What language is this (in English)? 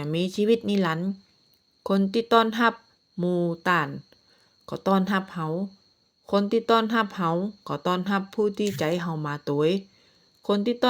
Northern Thai